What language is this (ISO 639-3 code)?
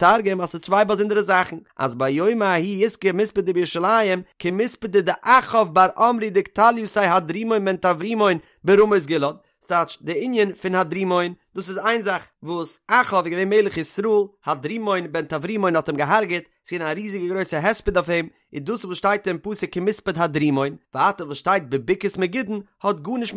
yid